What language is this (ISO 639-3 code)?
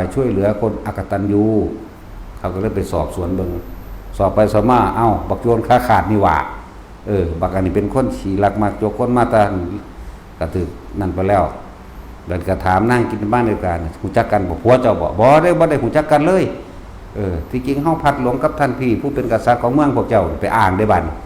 tts